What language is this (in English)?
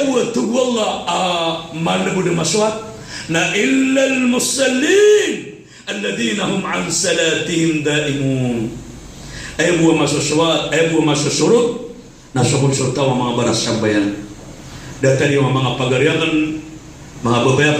Maranao